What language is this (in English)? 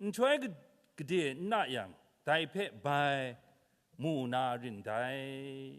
Kachin